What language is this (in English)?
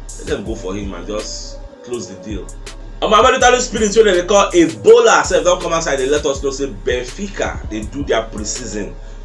Nigerian Pidgin